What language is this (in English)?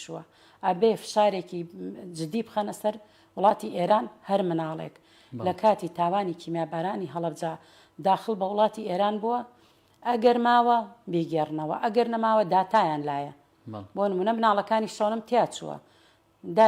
Central Kurdish